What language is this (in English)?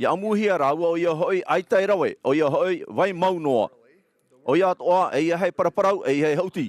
Tahitian